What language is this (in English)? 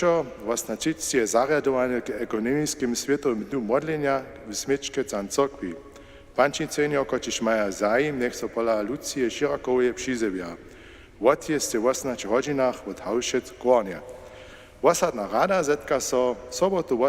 Upper Sorbian